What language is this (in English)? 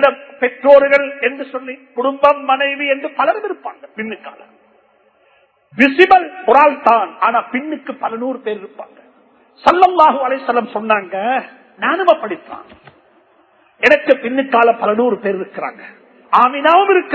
Tamil